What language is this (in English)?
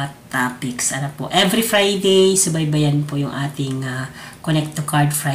Filipino